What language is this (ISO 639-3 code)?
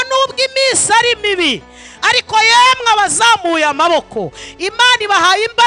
kin